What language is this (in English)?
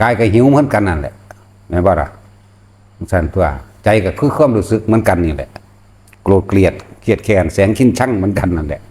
Northeastern Thai